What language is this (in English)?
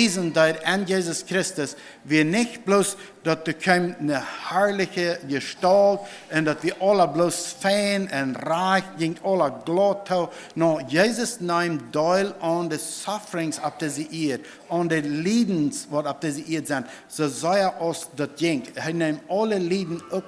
Plautdietsch